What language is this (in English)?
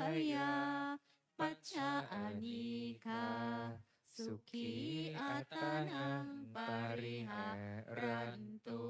Pali